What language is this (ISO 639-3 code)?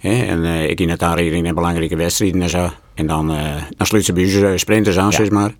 fry